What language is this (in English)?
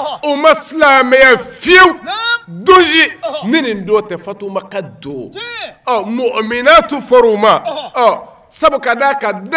Bambara